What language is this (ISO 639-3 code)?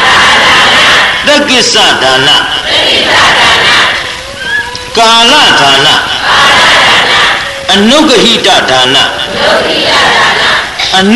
mya